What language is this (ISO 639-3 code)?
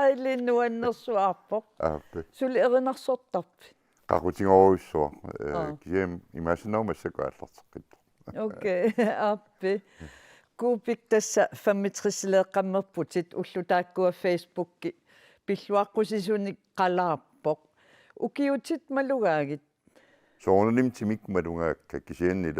kal